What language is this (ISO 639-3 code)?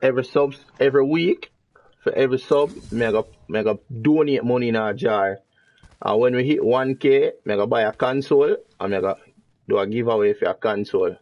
jam